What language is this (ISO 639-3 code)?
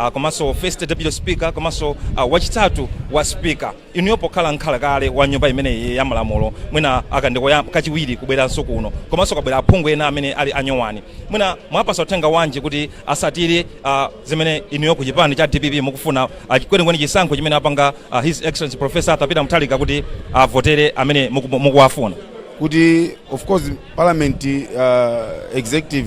nya